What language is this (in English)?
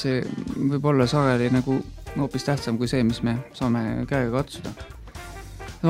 Estonian